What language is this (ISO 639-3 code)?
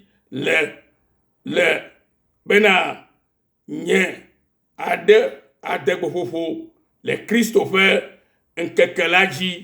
ewe